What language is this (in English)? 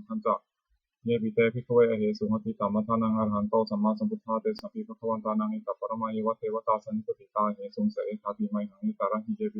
Pali